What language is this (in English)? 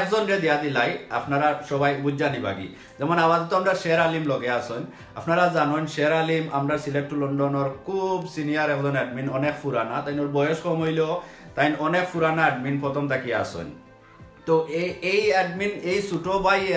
Sylheti